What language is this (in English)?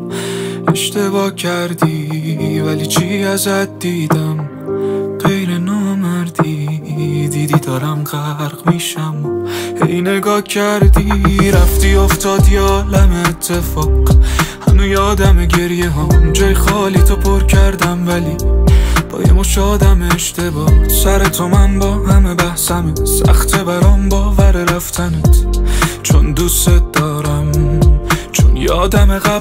Persian